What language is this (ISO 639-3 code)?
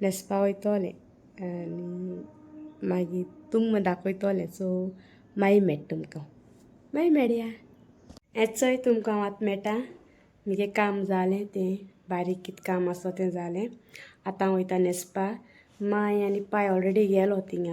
kok